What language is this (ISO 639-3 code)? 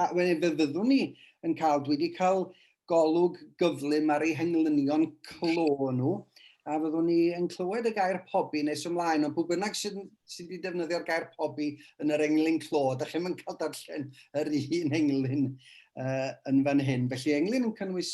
cym